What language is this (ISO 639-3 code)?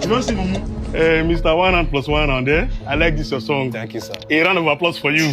pcm